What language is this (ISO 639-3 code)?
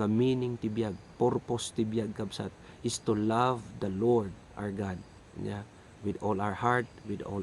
ilo